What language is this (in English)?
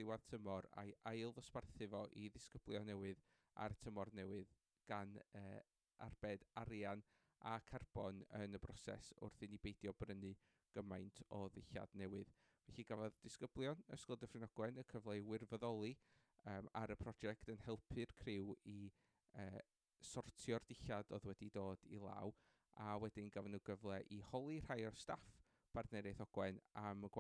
Welsh